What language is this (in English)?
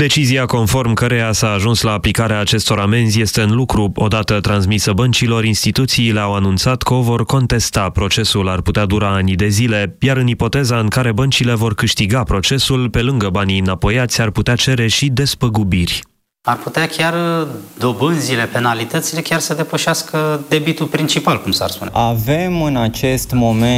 Romanian